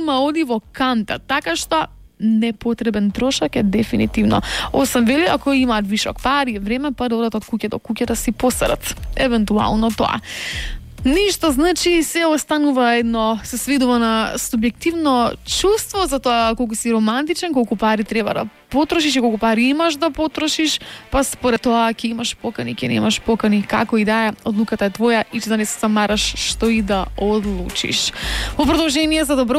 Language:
Macedonian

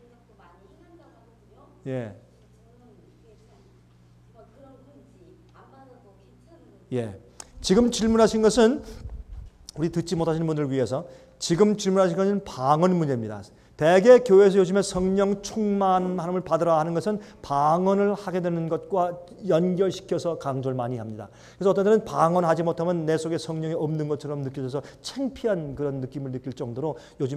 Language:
Korean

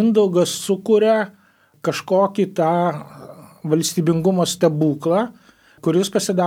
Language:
Lithuanian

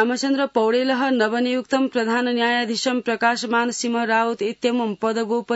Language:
Sanskrit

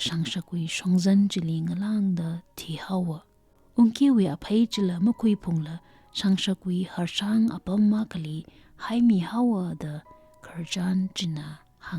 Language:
Tangkhul Naga (India)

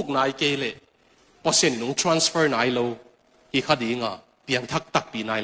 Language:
Tedim Chin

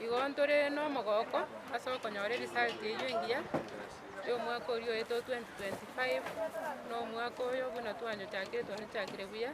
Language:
Gusii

